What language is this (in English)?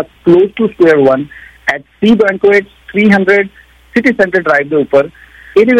Punjabi